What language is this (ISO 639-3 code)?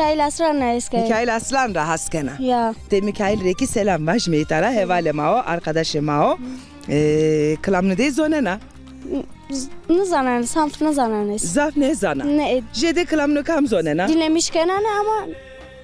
zza